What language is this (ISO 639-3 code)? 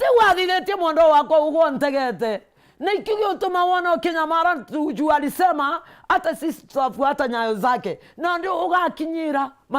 mer